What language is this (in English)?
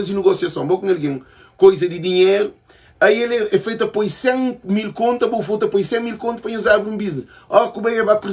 Kabuverdianu